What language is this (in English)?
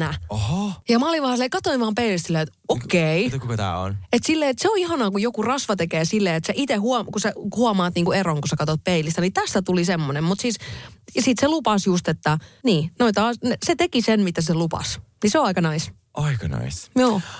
Finnish